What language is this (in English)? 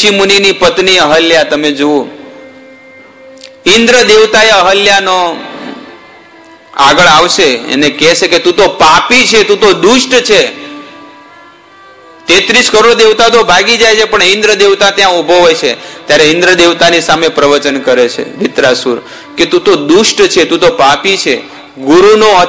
Gujarati